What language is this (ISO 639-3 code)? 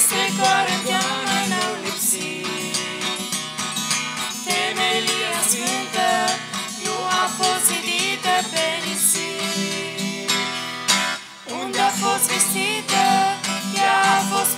ron